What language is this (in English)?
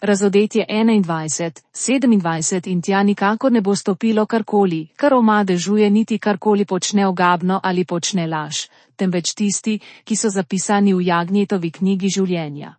Slovenian